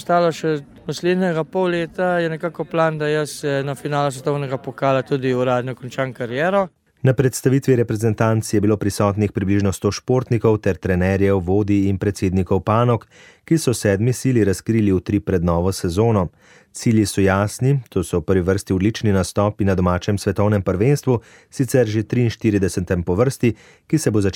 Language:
Slovenian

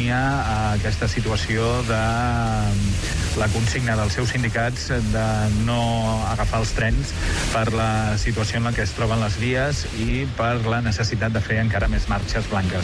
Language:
Catalan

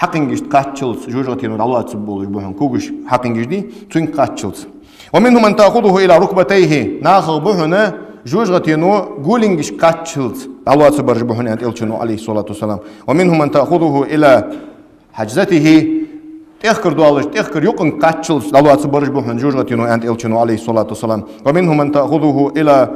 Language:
Ingush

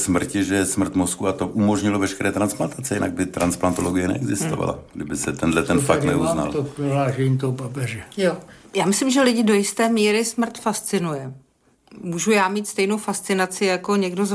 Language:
Czech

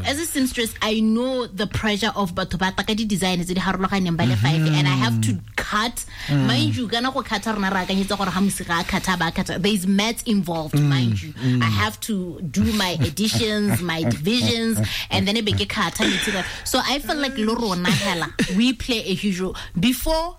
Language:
Tswana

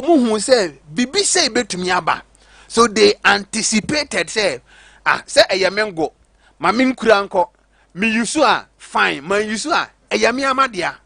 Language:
Akan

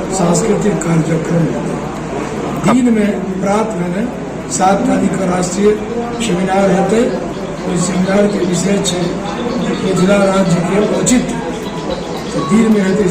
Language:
Maithili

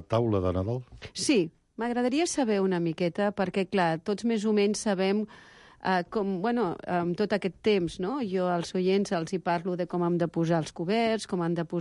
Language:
Catalan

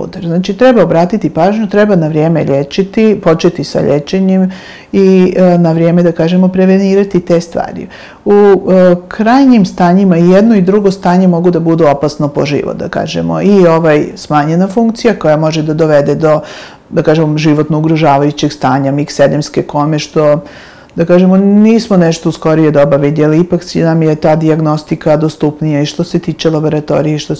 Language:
Serbian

